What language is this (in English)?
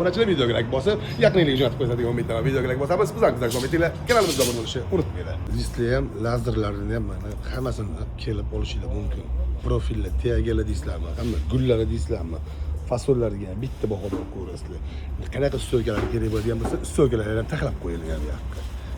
Uzbek